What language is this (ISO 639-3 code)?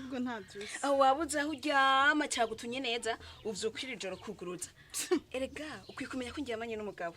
run